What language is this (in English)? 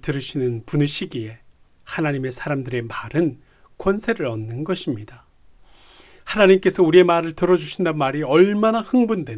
Korean